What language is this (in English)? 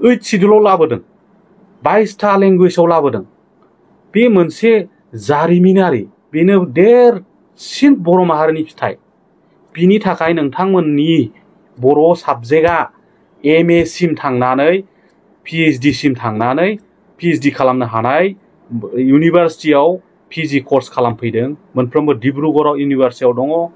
Bodo